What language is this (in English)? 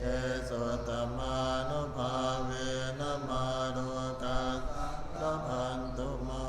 Pali